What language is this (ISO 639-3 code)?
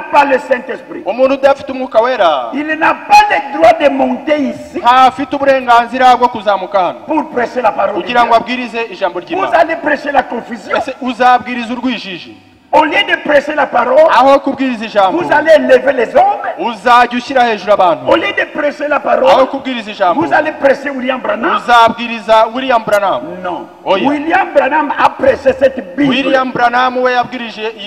kin